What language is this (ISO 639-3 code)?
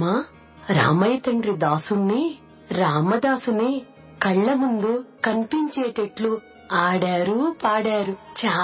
tel